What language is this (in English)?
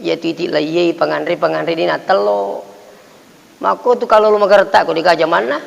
Buginese